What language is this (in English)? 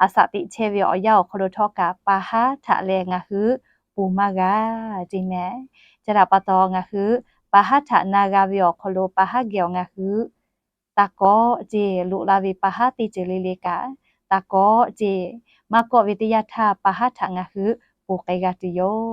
Lahu